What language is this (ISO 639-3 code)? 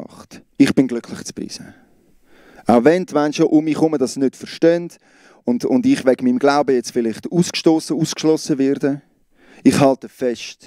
gsw